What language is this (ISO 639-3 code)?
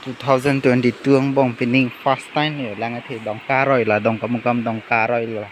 mjw